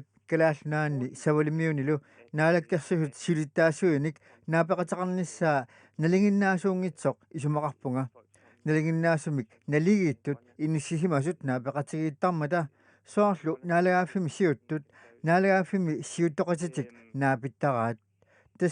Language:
Kalaallisut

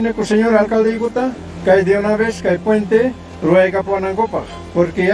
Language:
Ayacucho Quechua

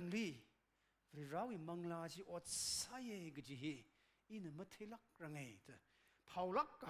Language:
Tangkhul Naga (India)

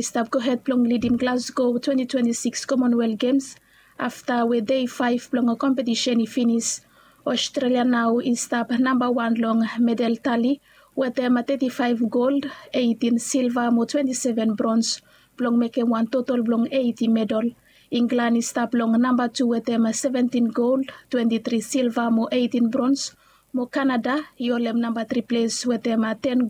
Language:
Bislama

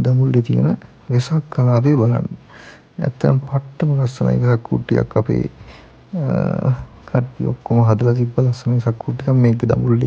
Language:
Sinhala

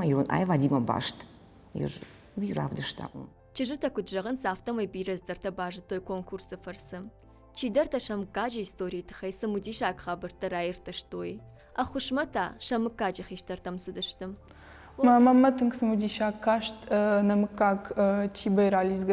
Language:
Ossetic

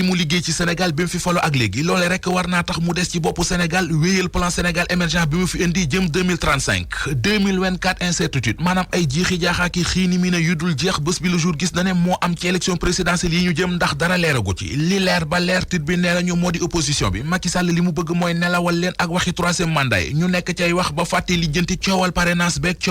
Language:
Wolof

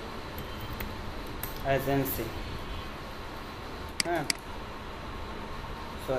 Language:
Bangla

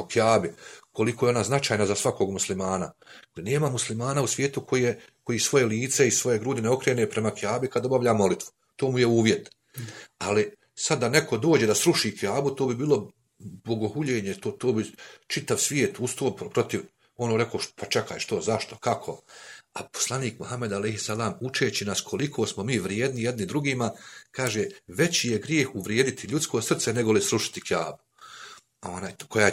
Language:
Bosnian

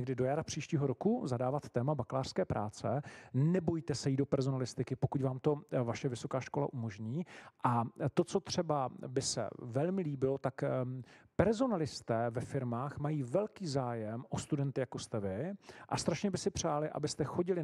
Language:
Czech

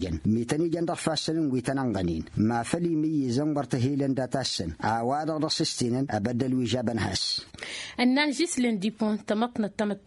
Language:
Tamasheq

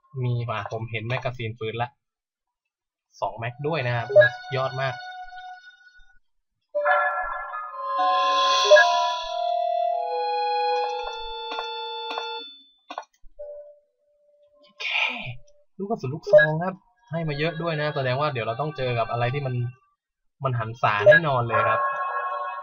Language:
Thai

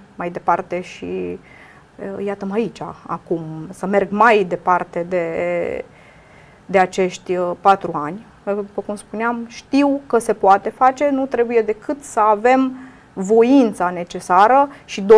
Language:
Romanian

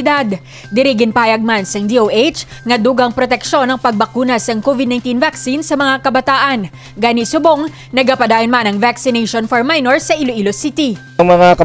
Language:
Hiligaynon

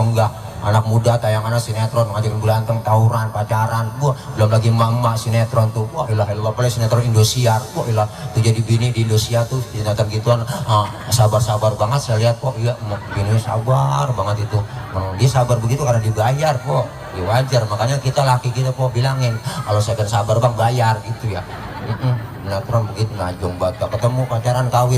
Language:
Betawi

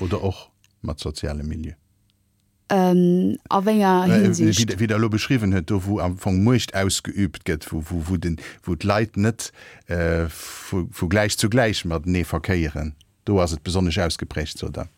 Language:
Luxembourgish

